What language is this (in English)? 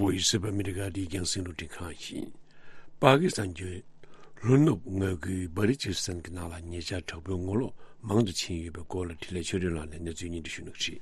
Tibetan